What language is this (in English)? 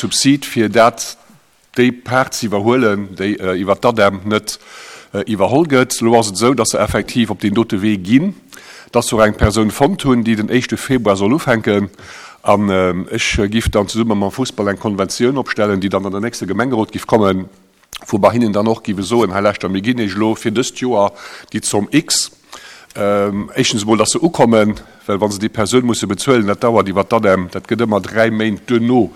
Luxembourgish